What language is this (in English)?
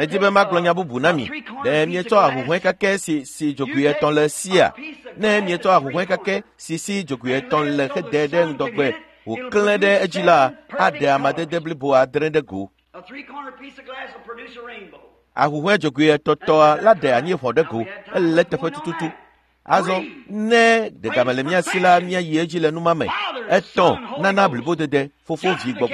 Ewe